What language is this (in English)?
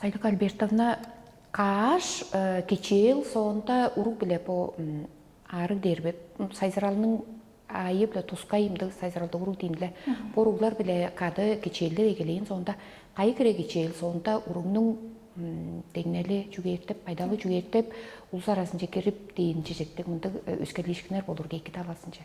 Tuvinian